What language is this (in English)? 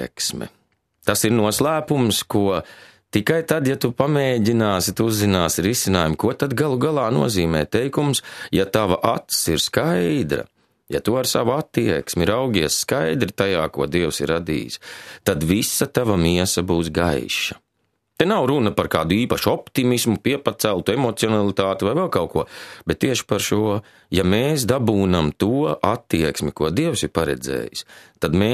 Latvian